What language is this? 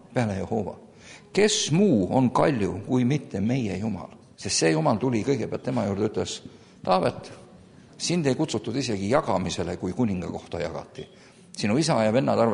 Estonian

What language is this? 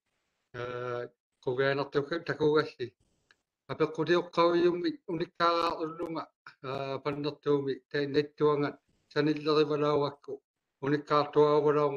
Māori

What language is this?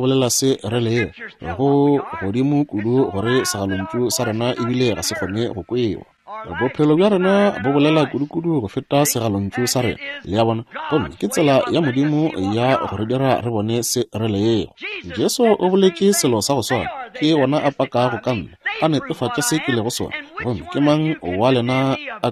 Northern Sotho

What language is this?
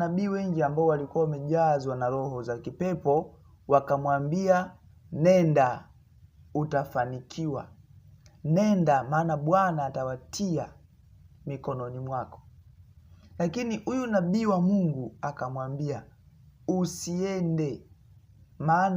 Swahili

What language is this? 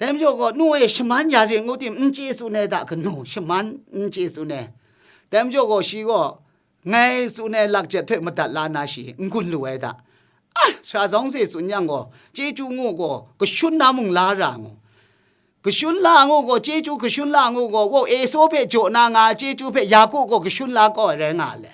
Kachin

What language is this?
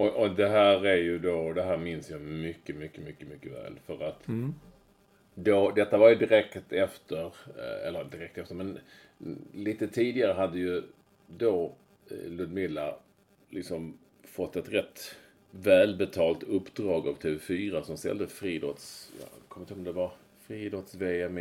Swedish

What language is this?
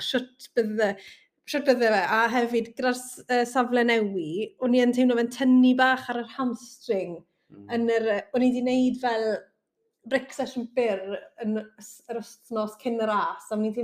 Welsh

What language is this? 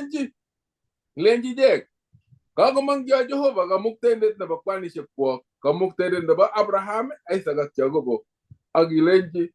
Kalenjin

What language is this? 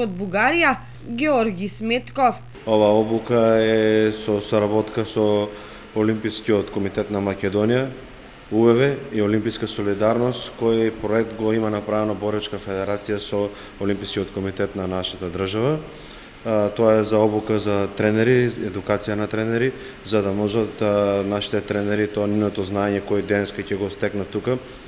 Macedonian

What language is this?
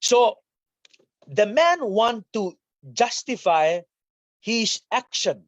Pohnpeian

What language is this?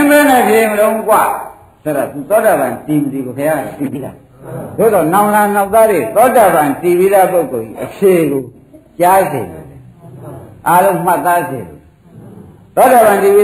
Burmese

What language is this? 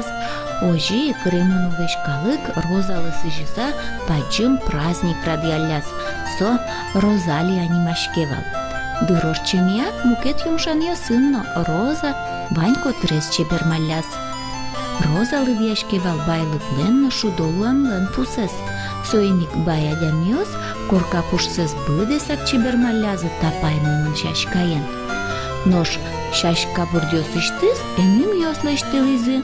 Udmurt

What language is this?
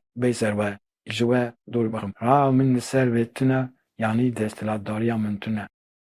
Kurdish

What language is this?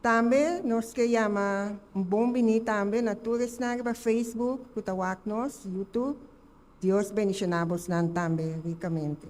Papiamento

